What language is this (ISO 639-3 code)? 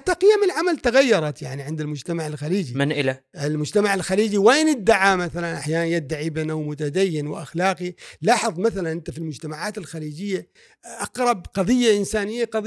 afb